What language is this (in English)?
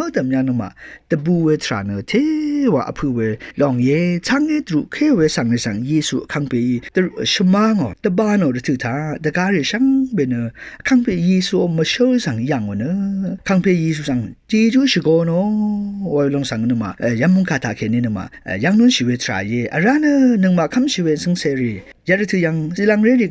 Rawang